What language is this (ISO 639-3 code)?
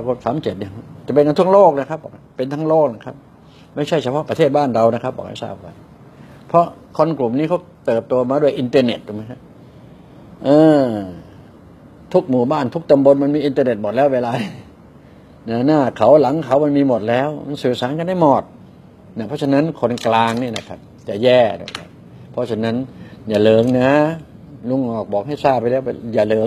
tha